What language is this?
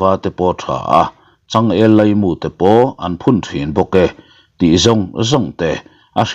Mizo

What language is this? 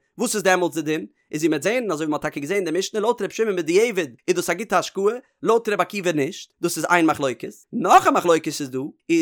Yiddish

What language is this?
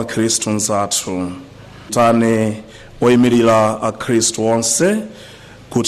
Nyanja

